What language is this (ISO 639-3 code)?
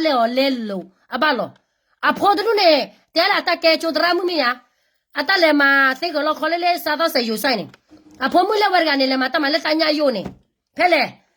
ksw